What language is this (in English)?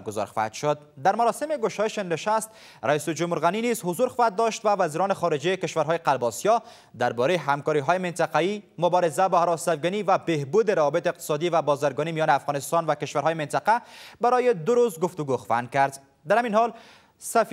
Persian